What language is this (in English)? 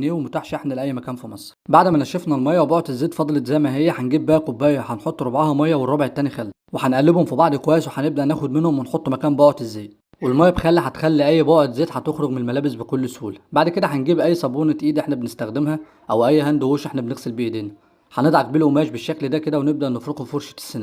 Egyptian Arabic